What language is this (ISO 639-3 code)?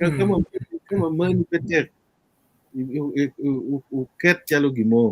ach